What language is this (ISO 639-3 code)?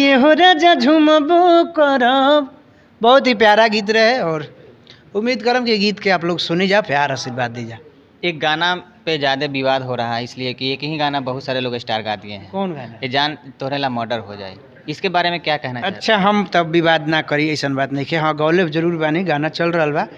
bho